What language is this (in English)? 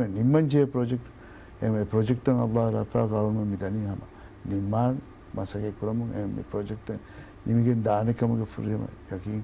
Divehi